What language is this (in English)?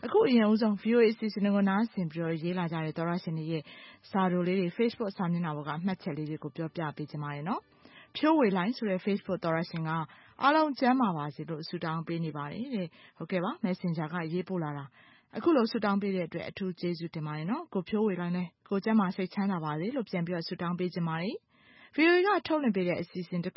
Burmese